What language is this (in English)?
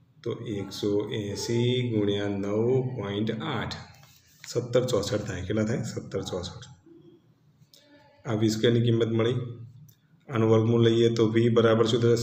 Gujarati